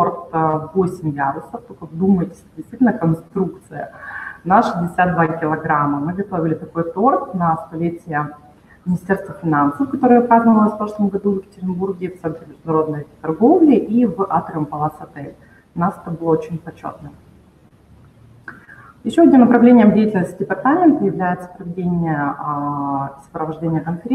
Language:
Russian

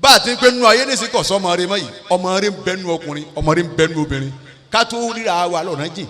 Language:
Yoruba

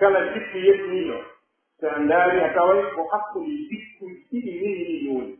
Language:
Pular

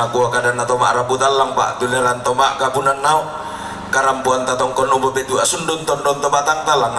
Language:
Toraja-Sa'dan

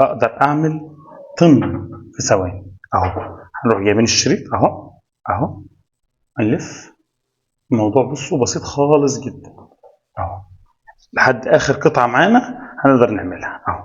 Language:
Egyptian Arabic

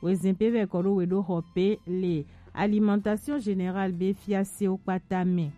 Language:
Gen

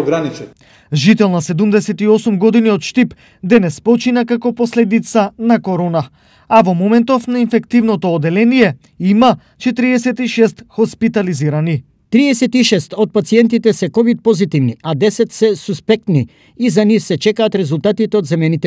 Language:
Macedonian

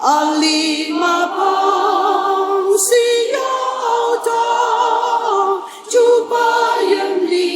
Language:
Ao Naga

